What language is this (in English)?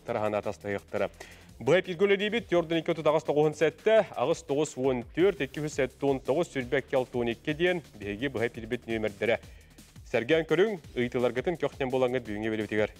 Yakut